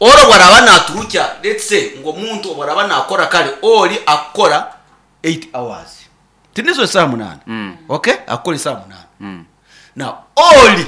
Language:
Nyankole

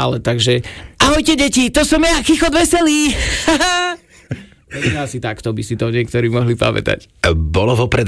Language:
Slovak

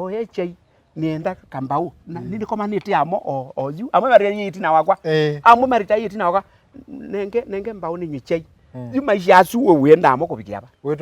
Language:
Kamba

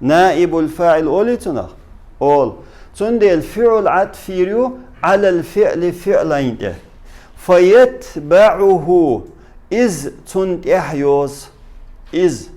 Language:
Chechen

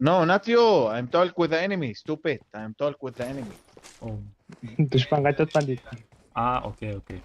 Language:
Kara-Kalpak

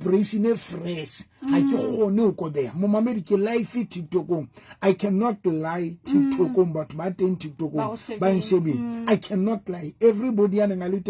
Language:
Southern Sotho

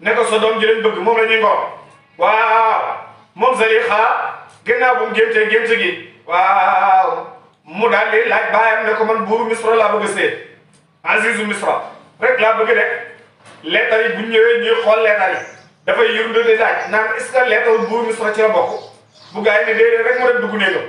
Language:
Wolof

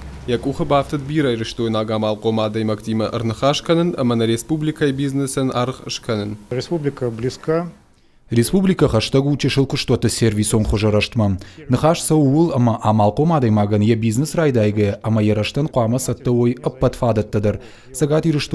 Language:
Ossetic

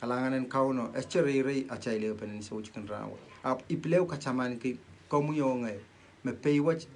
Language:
Pohnpeian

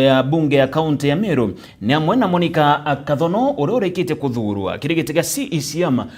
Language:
Meru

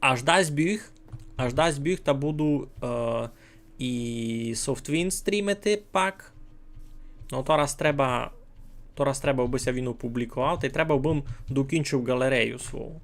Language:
Rusyn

